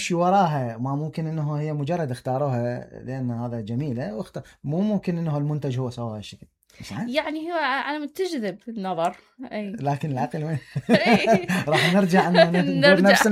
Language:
Mesopotamian Arabic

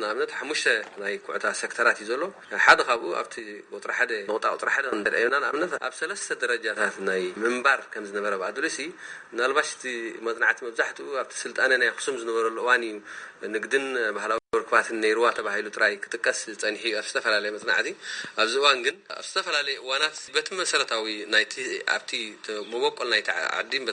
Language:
Tigrinya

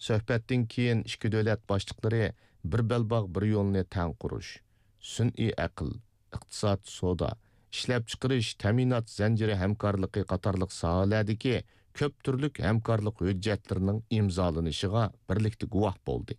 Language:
Uyghur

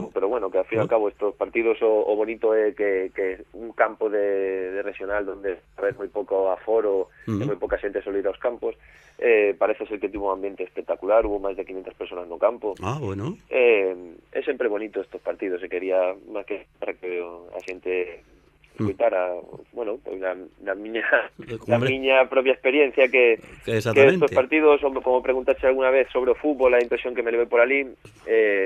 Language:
Galician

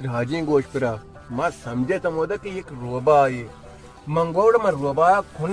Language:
Baluchi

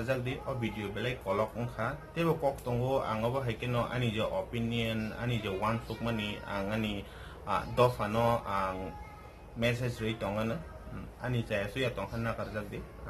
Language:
Kok Borok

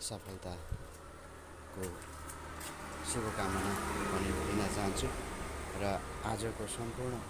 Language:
Nepali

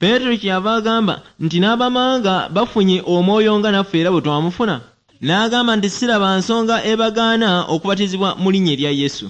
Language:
Ganda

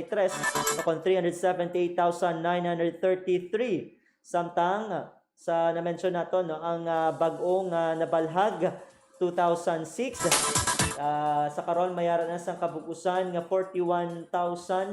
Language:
Hiligaynon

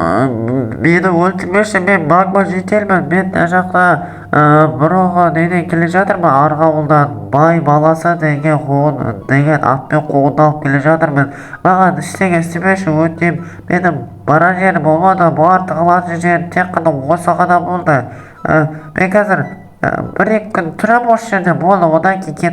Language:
Kazakh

